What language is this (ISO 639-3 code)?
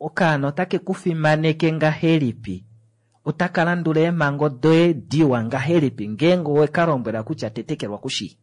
kua